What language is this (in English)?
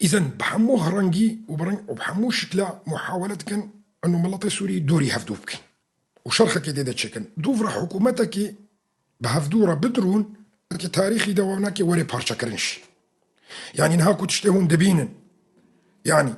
Kurdish